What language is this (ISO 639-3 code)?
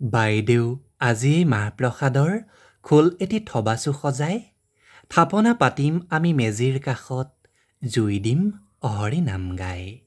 asm